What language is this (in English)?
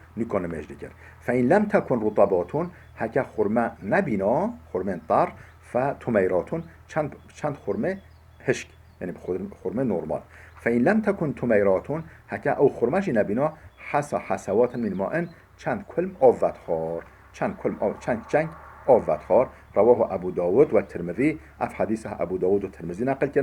Kurdish